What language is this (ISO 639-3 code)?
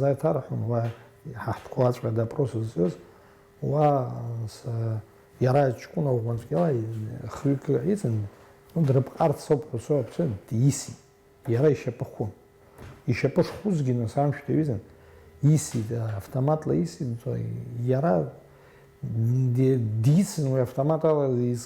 abk